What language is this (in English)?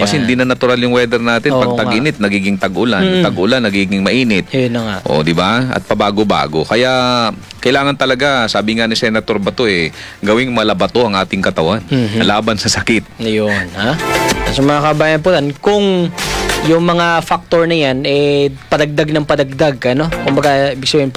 Filipino